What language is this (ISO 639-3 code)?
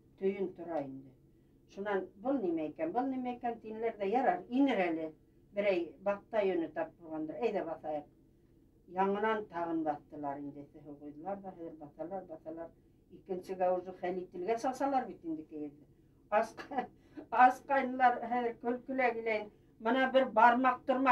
bak